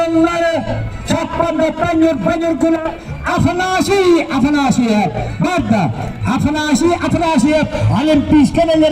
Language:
Yakut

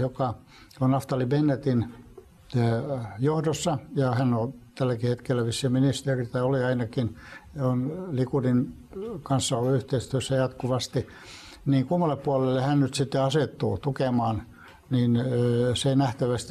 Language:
Finnish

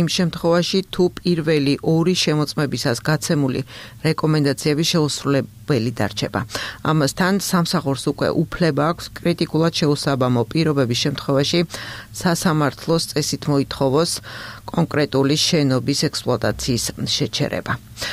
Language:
Georgian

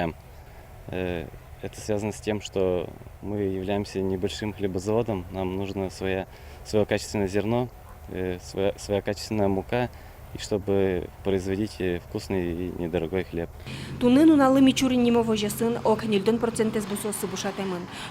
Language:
Udmurt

